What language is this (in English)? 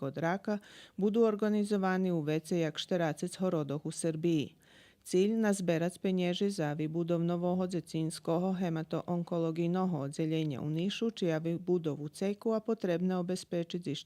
Rusyn